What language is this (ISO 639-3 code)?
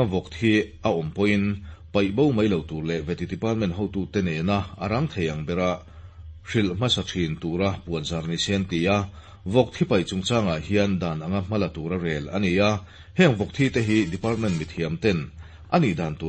lus